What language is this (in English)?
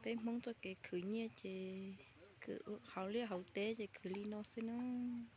Hmong